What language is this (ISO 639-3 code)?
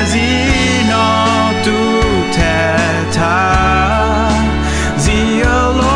ahk